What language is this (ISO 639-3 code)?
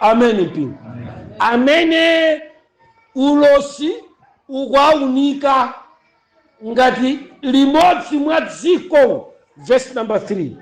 nya